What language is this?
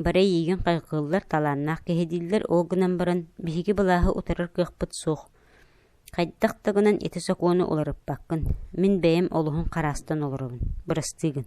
Yakut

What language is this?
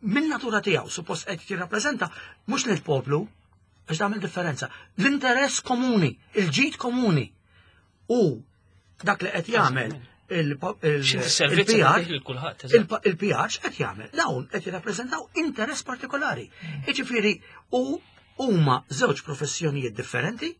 Maltese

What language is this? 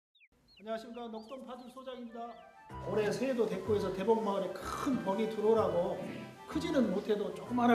Korean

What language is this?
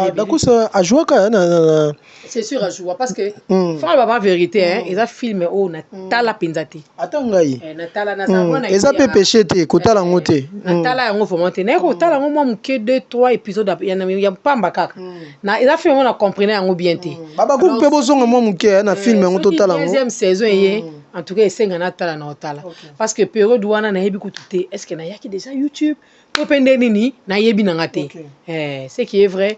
Lingala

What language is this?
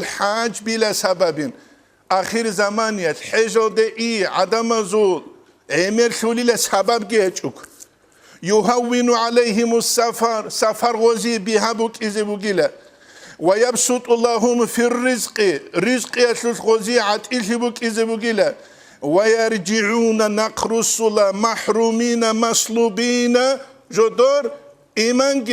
Avaric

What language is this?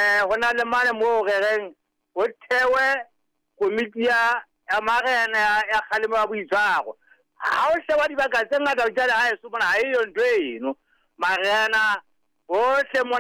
Southern Sotho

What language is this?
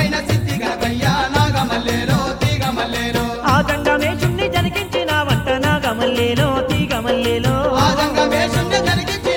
Telugu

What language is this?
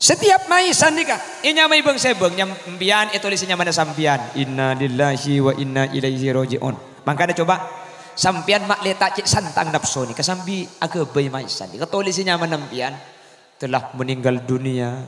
Madurese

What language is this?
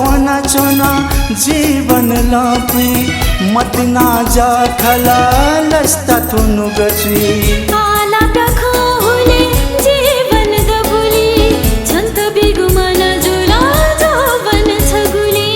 Newari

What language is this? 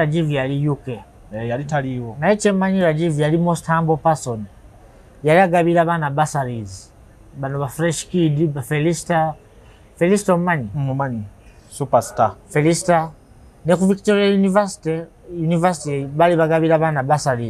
Ganda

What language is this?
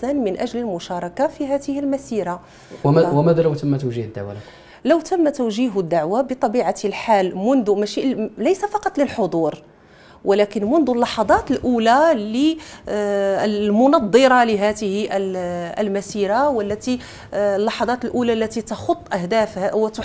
Arabic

